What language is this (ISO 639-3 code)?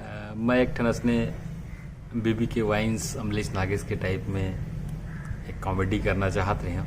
hne